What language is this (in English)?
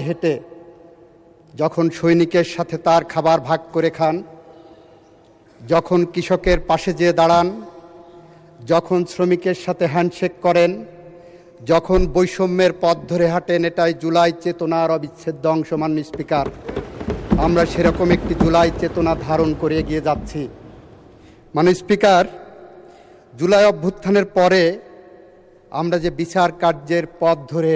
Bangla